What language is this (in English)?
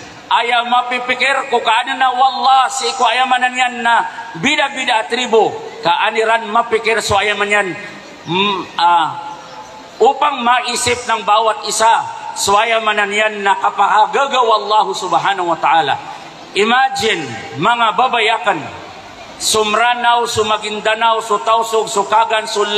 Maranao